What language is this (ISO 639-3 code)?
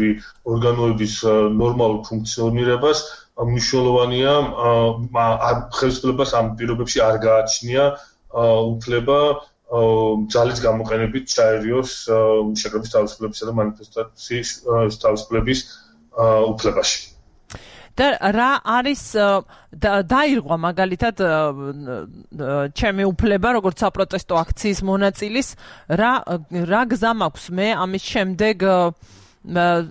kat